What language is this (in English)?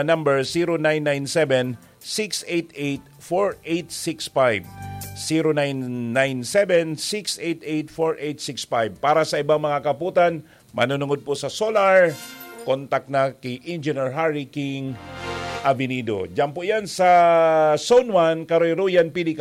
Bikol